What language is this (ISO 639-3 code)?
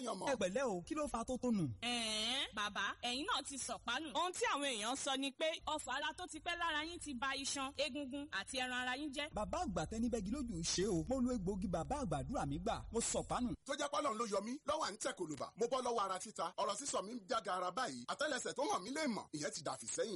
yor